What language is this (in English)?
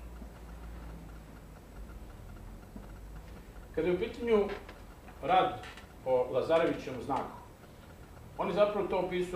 Serbian